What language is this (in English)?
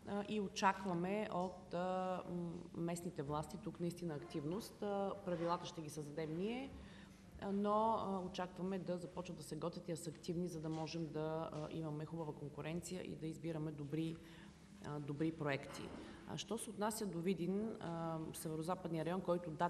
Bulgarian